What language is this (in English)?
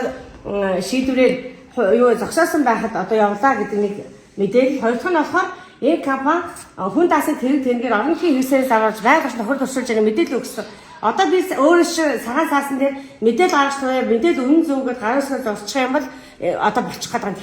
Mongolian